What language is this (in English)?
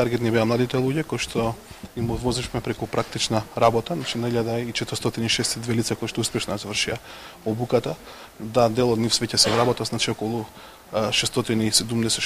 Macedonian